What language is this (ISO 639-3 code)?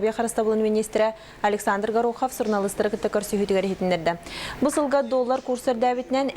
sah